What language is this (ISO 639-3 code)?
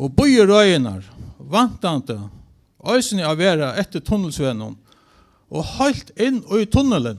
fao